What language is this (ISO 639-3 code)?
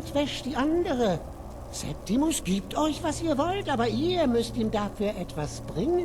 bar